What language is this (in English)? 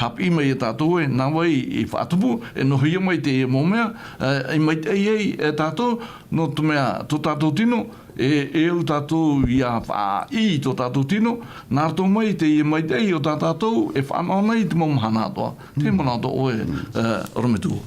Tahitian